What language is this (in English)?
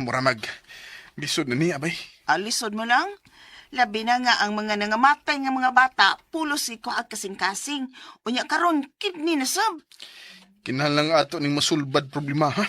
Cebuano